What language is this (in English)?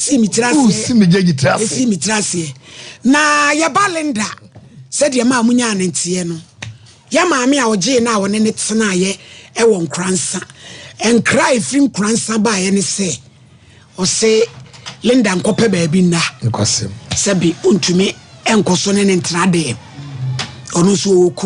Akan